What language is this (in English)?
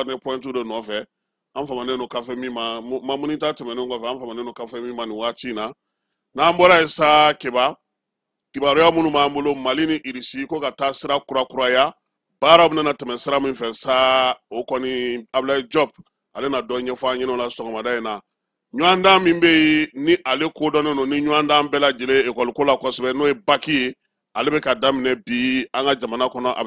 Bambara